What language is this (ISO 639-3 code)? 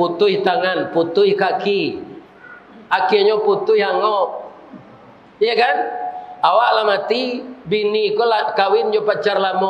min